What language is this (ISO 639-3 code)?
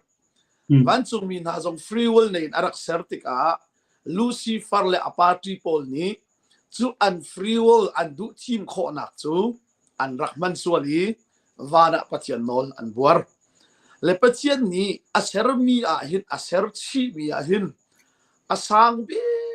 cnh